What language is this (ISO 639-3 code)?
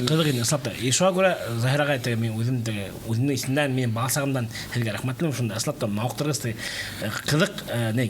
bak